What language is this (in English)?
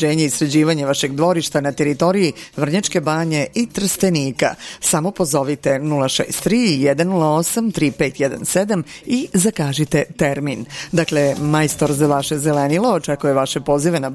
Serbian